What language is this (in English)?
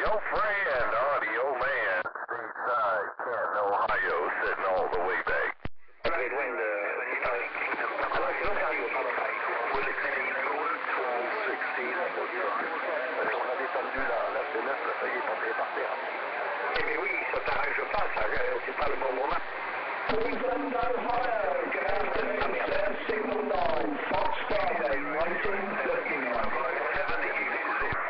English